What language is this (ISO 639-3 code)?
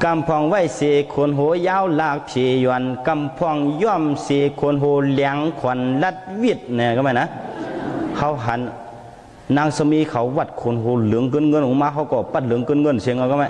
shn